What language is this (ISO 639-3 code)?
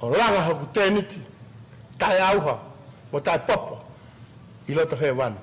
ton